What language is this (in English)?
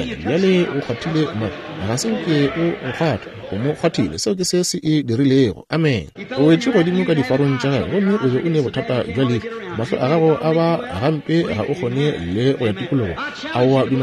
Northern Sotho